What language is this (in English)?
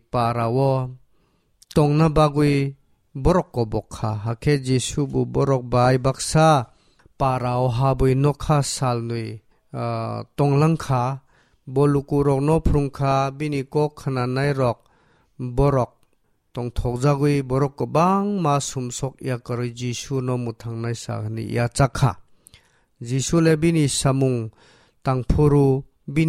Kok Borok